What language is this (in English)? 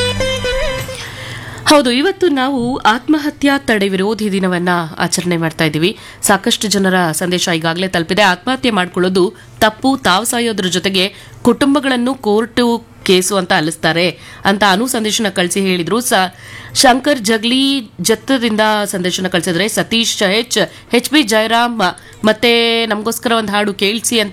Kannada